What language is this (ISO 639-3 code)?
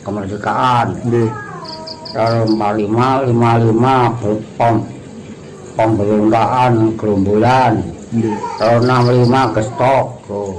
jav